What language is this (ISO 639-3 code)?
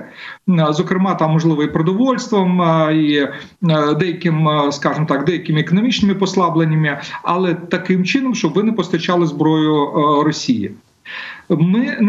ukr